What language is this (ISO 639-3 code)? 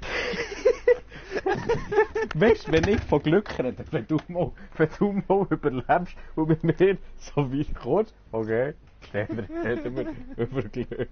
gsw